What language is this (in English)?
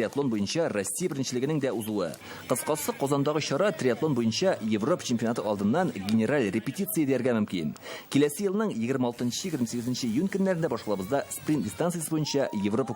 Tatar